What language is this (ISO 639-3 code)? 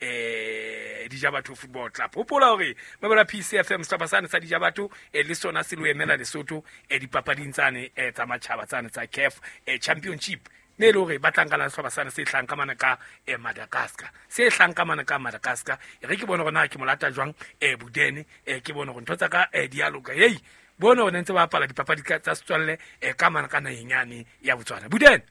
sot